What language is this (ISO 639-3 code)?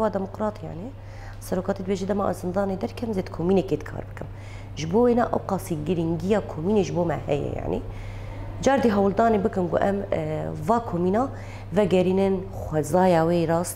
kur